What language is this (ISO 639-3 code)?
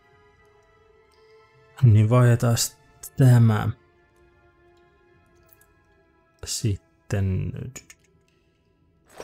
fin